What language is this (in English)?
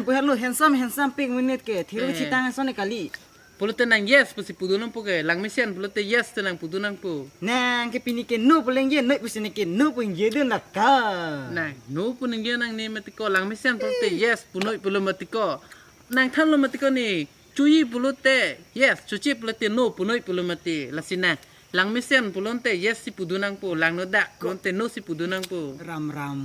Karbi